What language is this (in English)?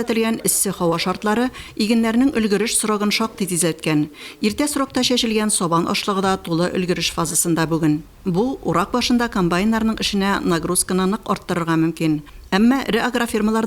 Tatar